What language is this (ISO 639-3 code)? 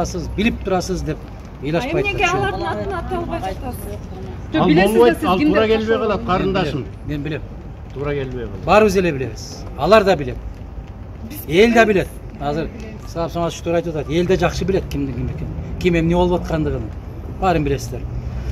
kir